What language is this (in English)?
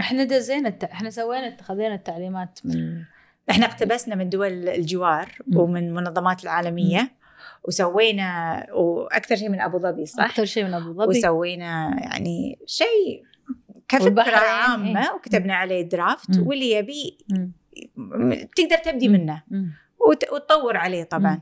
Gulf Arabic